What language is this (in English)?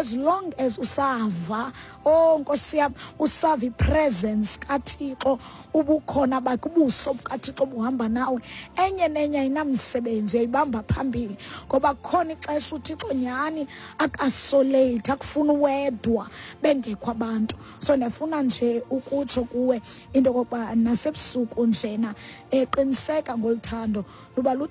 Xhosa